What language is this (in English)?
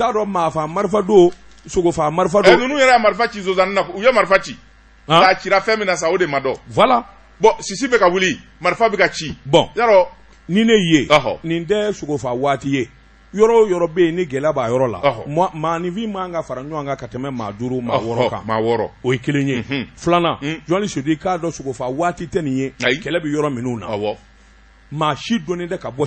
Bambara